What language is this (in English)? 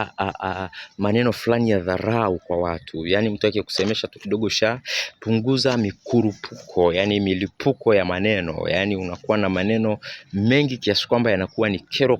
Swahili